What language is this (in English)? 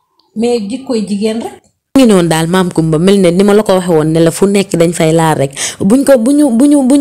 Wolof